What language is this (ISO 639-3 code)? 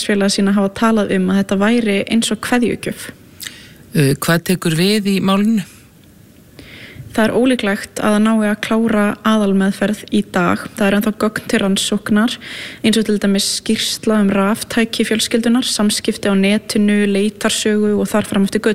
isl